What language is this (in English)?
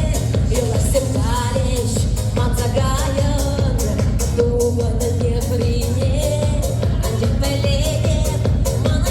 Chuvash